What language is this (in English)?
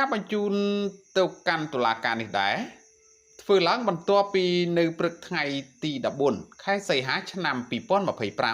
Khmer